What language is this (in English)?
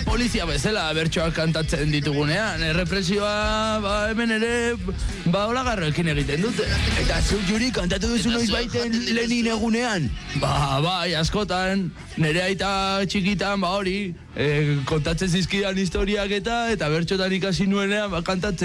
Basque